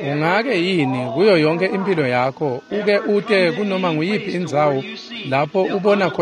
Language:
Swati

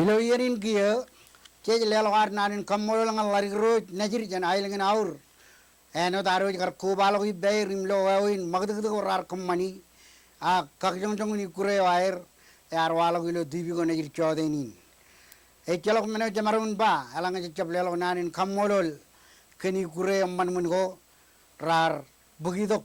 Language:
Marshallese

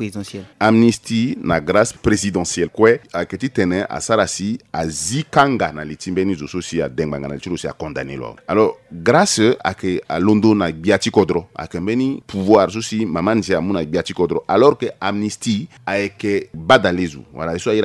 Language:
Sango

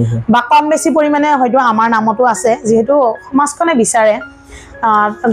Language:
Assamese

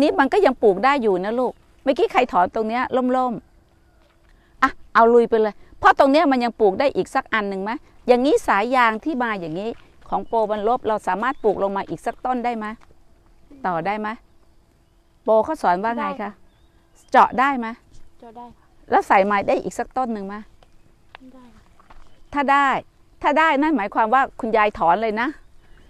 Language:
Thai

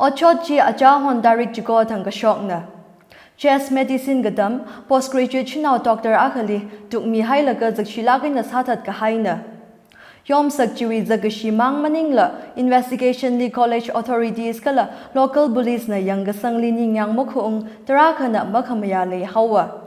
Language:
Tangkhul Naga (India)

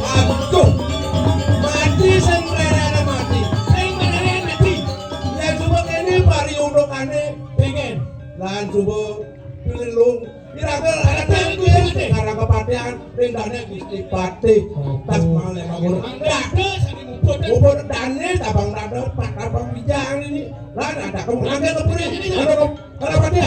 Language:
Balinese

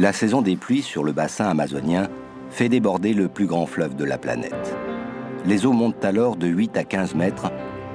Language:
French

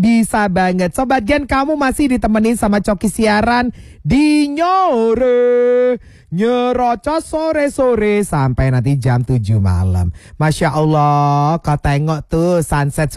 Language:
Indonesian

